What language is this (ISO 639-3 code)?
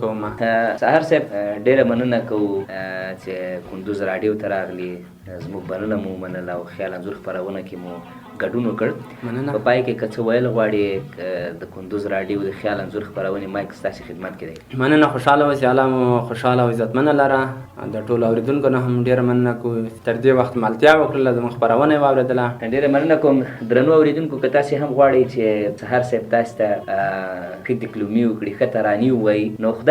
pus